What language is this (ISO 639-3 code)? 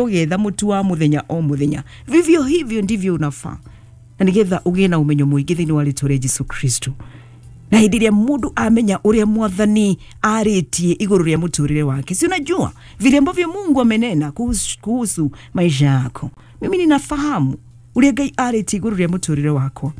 kik